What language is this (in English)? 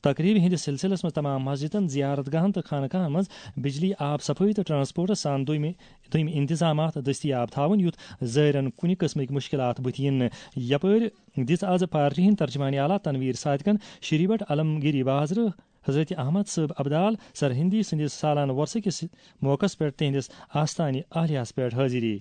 Kashmiri